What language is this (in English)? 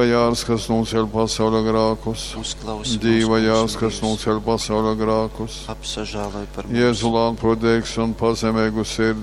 Latgalian